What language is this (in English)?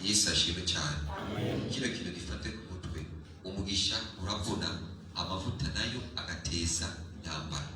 Rundi